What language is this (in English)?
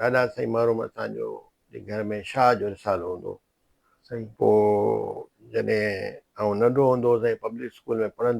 Sindhi